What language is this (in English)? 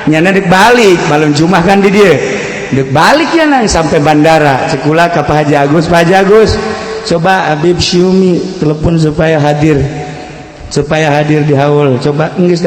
Sundanese